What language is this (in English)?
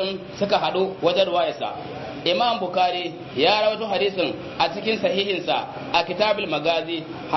Hausa